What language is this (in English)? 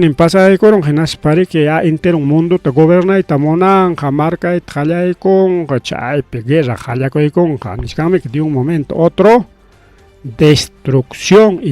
Ayacucho Quechua